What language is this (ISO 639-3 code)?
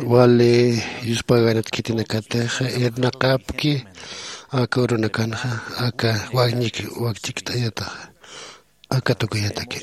aym